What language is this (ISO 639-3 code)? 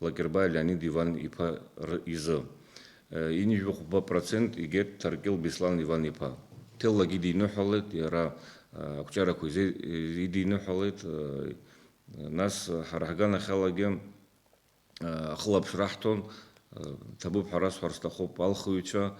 abk